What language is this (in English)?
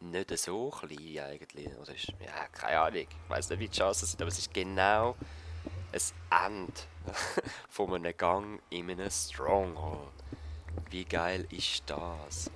Swiss German